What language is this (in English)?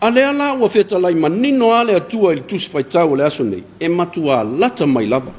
Samoan